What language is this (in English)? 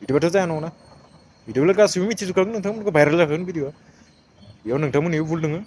Bodo